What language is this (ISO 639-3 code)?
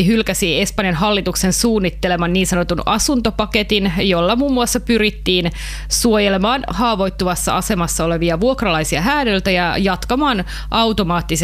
fin